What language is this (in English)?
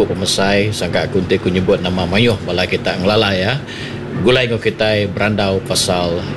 Iban